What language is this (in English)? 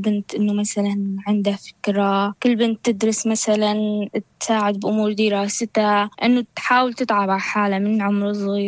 North Levantine Arabic